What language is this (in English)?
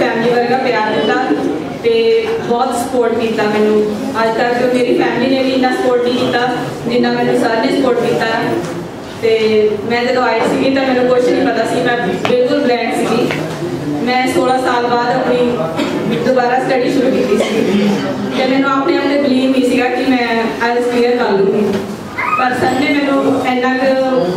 Punjabi